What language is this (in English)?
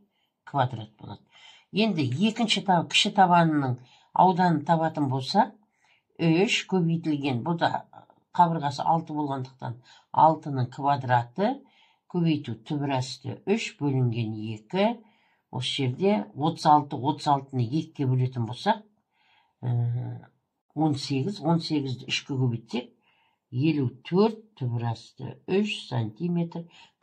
Kazakh